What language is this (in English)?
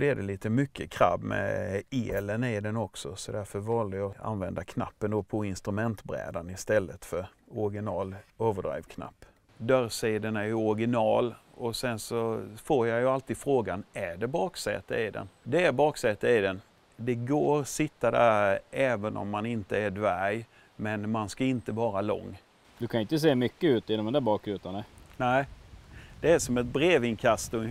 Swedish